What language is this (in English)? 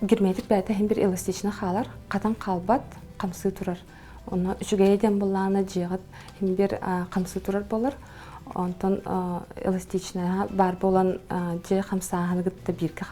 Yakut